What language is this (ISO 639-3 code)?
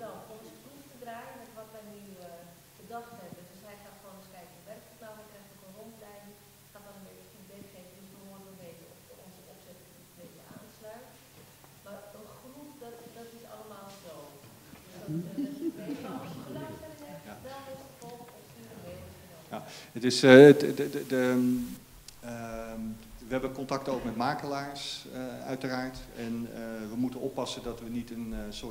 nld